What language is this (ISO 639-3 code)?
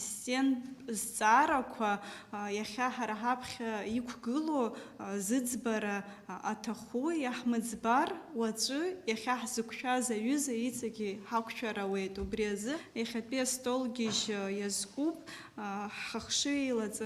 abk